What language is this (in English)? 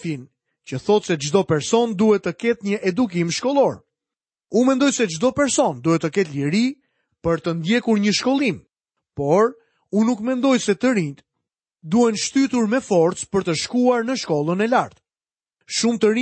Albanian